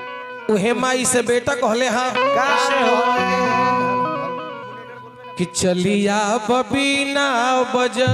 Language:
Bhojpuri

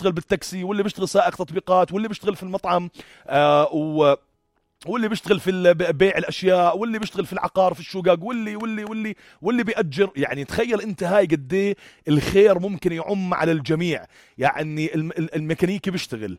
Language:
North Levantine Arabic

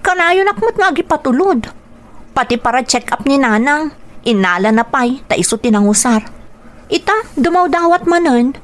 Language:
Iloko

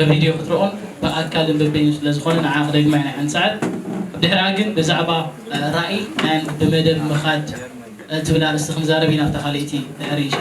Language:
Tigrinya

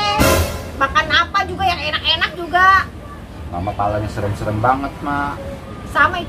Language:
Betawi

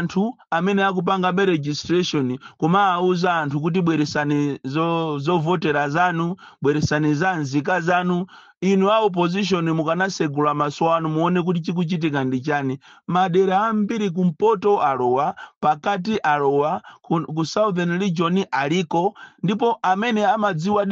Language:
Nyanja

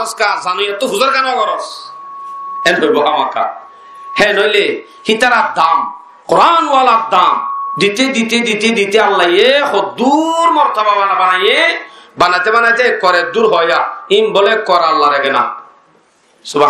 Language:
Rohingya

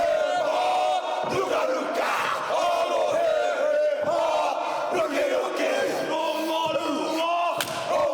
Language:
Māori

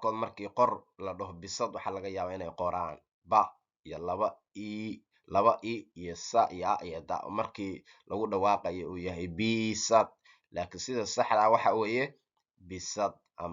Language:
Somali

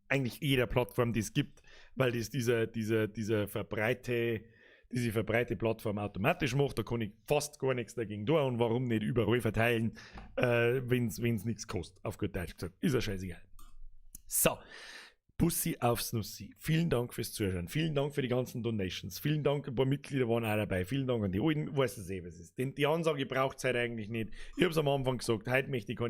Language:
Bavarian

